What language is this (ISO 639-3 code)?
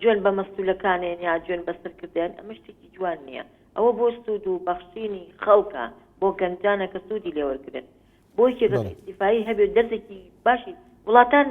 ckb